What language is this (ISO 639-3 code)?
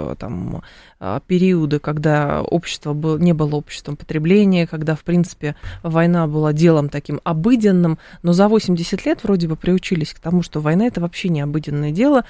rus